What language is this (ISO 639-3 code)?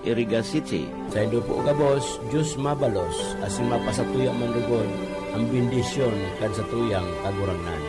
bik